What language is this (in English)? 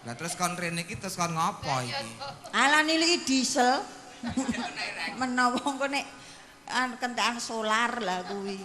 Javanese